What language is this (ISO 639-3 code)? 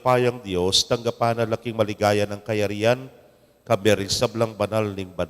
pam